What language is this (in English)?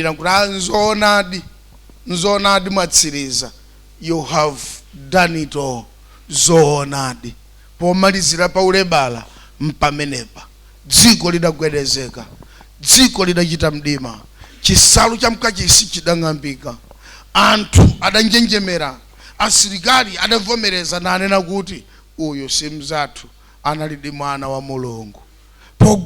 Nyanja